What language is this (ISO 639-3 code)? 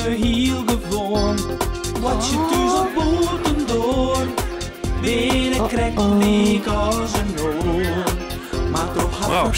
fry